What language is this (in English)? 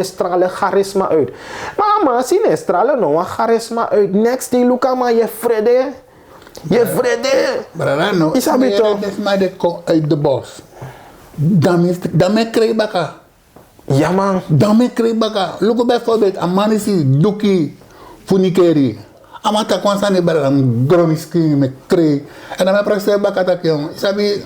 Sranan Tongo